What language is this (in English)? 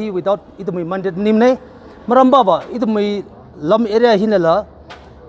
Tangkhul Naga (India)